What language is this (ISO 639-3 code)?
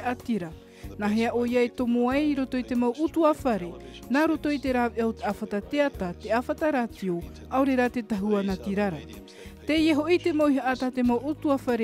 tah